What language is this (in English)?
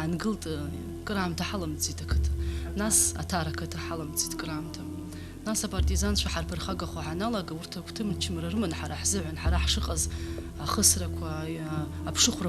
Abkhazian